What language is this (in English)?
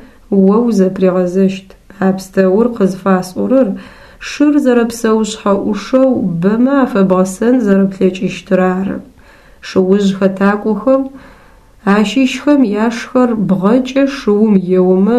Adyghe